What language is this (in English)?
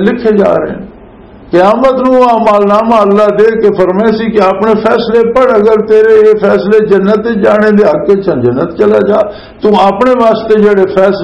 Western Panjabi